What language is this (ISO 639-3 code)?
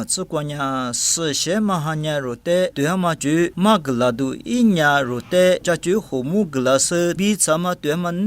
lis